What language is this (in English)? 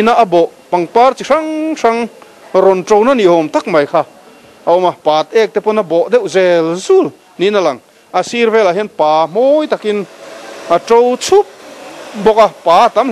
Mizo